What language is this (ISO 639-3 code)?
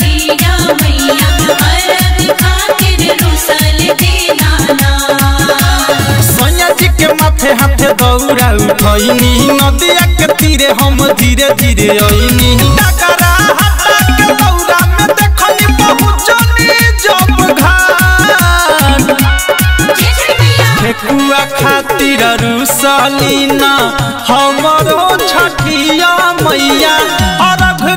bho